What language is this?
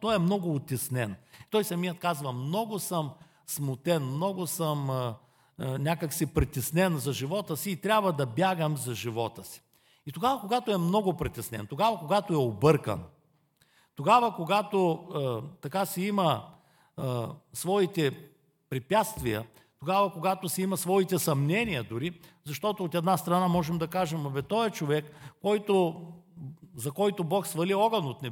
Bulgarian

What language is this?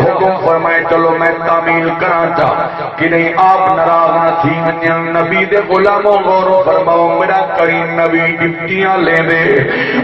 Saraiki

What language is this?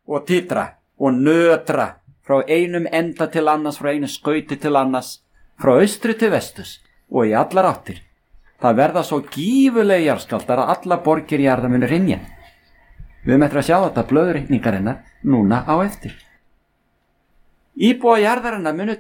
Icelandic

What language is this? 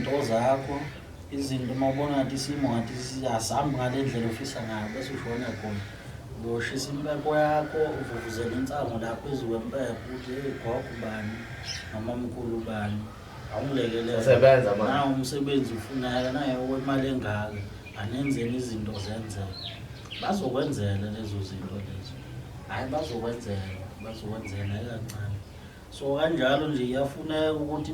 Zulu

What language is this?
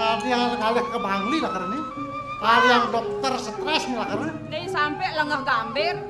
Balinese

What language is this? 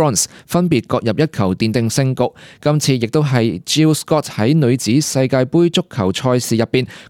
Cantonese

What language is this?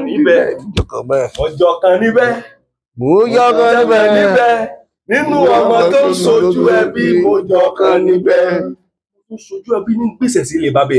Yoruba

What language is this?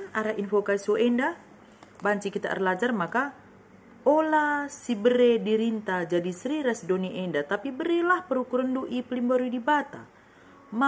Batak Karo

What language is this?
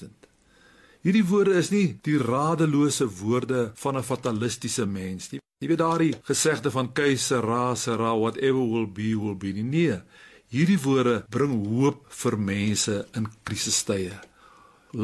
Afrikaans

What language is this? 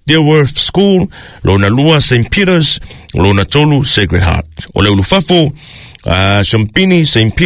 Samoan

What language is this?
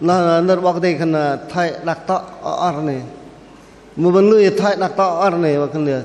Bahnar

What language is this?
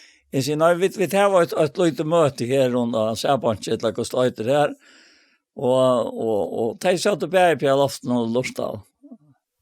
Faroese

